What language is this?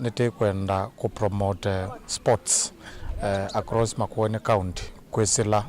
Kamba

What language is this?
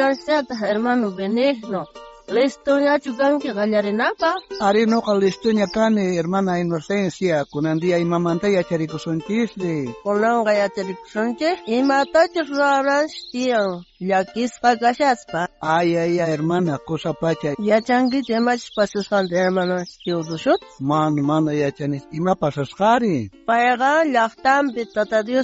South Bolivian Quechua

